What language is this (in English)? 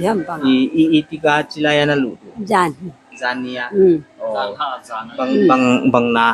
Paite Chin